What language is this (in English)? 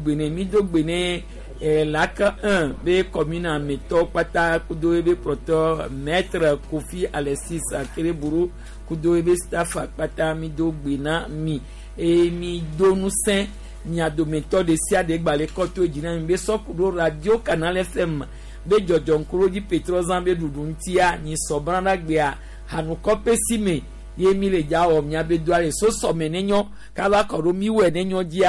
Gen